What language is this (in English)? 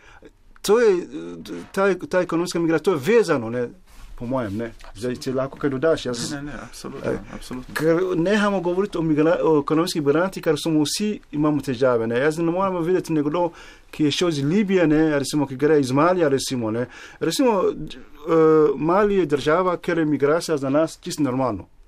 Slovenian